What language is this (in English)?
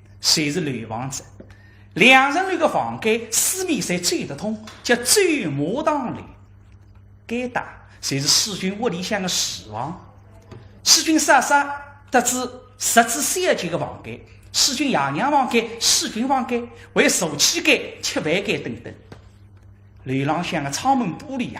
Wu Chinese